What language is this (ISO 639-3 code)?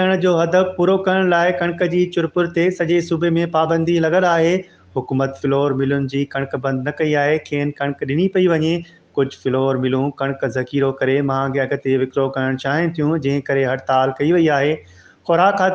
snd